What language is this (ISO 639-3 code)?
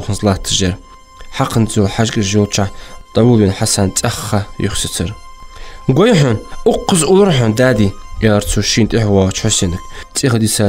inh